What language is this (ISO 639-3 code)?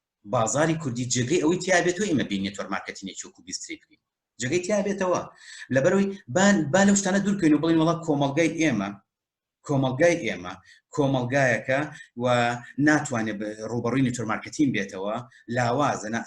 ckb